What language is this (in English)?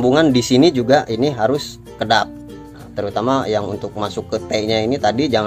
Indonesian